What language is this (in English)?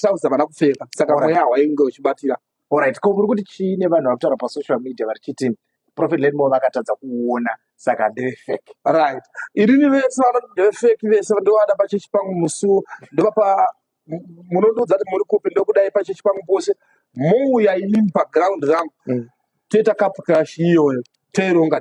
Shona